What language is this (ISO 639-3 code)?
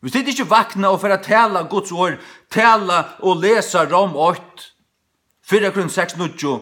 fao